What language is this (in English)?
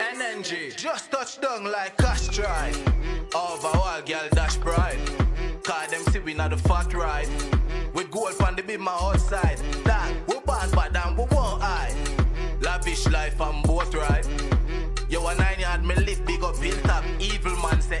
Jamaican Creole English